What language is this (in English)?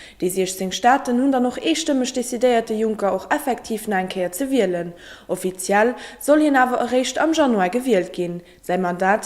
Luxembourgish